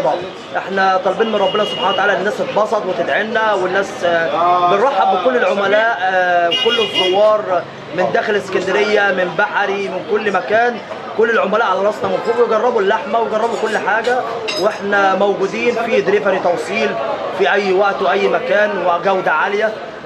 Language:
Egyptian Arabic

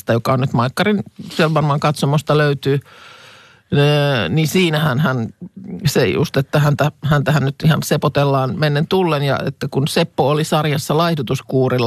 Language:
Finnish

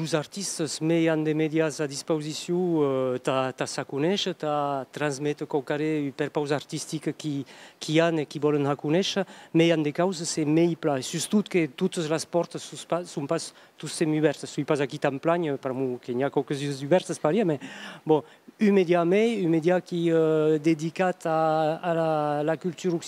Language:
Occitan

